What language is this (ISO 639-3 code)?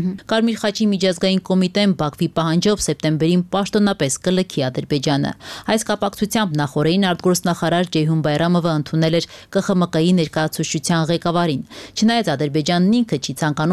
hye